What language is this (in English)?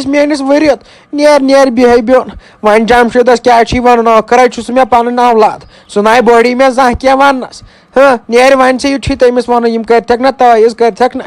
Kashmiri